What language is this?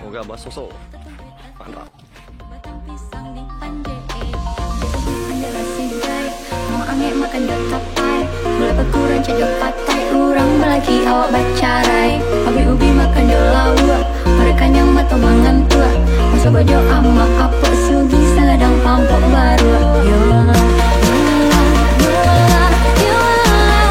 Minangkabau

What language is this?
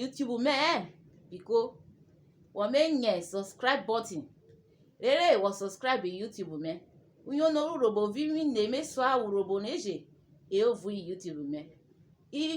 Urhobo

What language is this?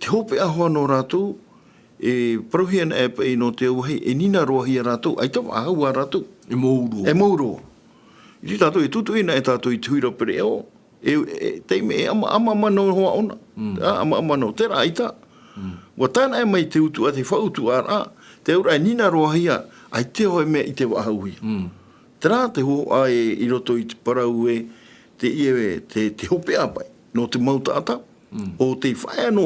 Tahitian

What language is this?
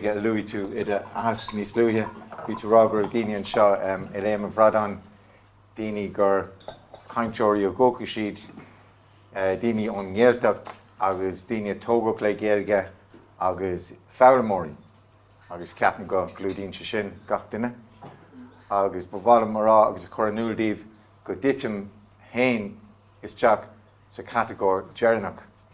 Irish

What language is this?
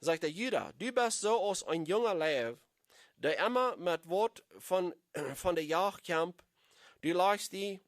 Plautdietsch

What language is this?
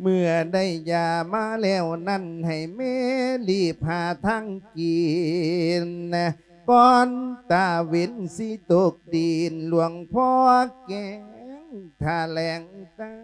Lao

